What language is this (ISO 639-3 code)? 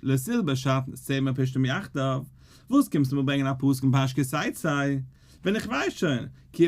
yid